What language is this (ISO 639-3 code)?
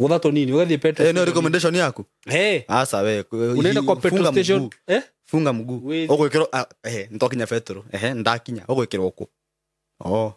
kik